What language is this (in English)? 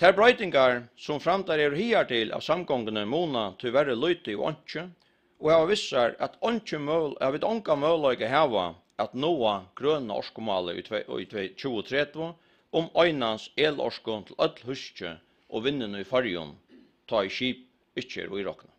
Faroese